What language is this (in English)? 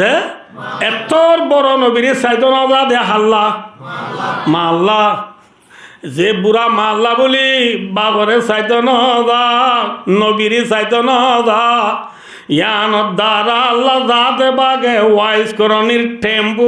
Rohingya